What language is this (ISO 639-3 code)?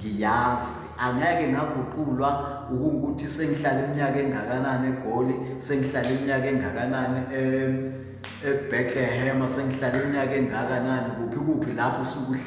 zul